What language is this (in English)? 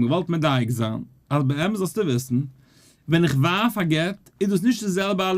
Yiddish